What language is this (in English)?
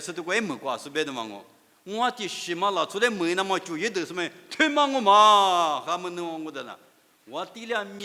Lisu